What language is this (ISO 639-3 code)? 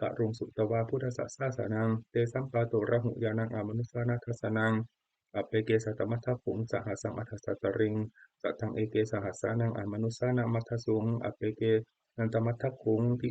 pli